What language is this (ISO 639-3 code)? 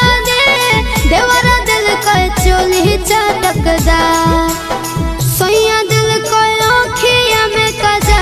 bho